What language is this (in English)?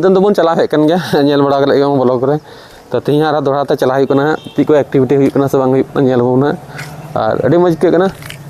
Santali